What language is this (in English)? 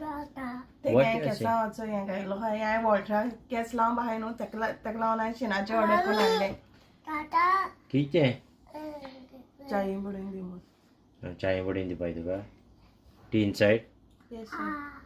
Konkani